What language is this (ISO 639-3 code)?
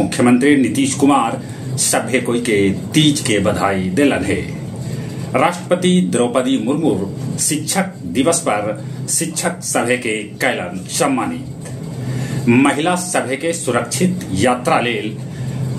mag